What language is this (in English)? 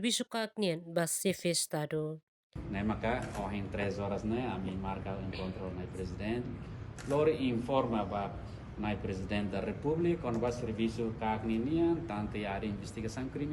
Tetum